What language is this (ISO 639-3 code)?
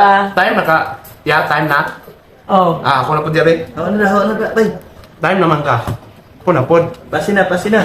ceb